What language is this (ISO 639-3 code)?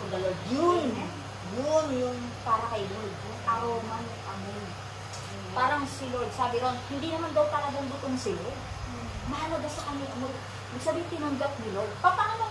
fil